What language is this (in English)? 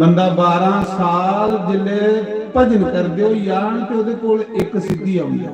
Dogri